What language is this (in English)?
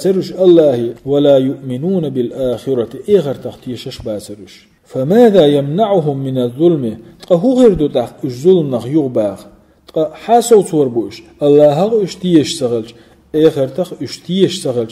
Chechen